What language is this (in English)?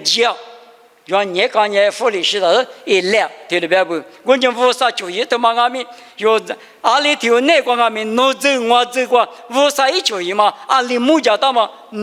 Lisu